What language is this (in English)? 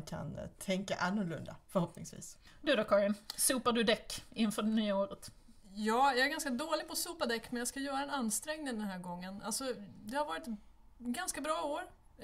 Swedish